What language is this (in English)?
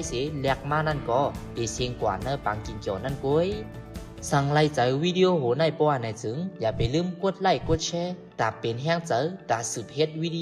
Shan